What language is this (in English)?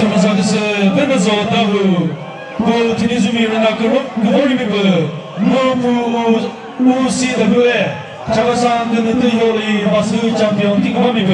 Chokri Naga